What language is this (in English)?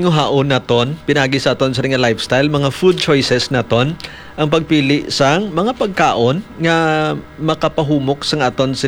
Hiligaynon